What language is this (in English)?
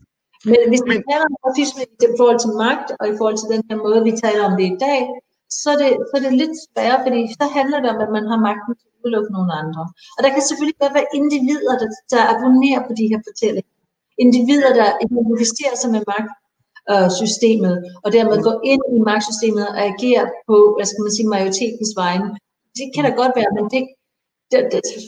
Danish